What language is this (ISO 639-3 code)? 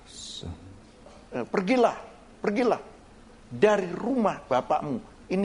ind